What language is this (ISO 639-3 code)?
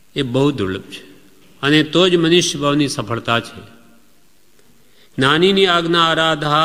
guj